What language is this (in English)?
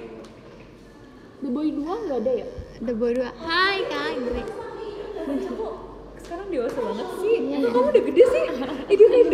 Indonesian